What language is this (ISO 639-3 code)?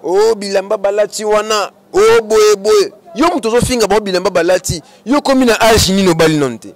lin